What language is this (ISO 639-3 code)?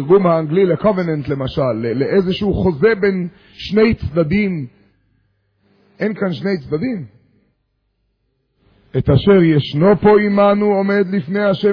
heb